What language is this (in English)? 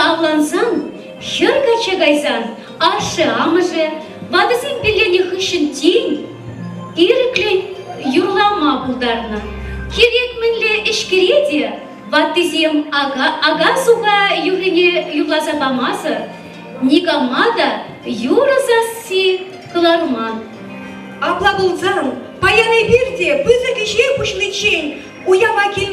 Chuvash